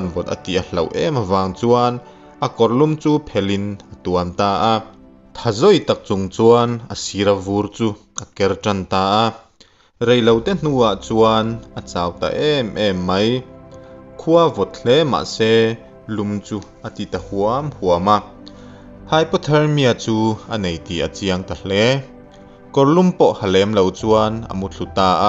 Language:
Mizo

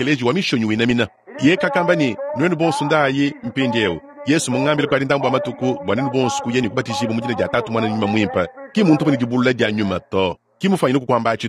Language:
Luba-Lulua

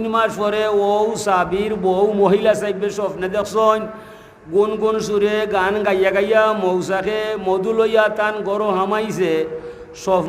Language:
Sylheti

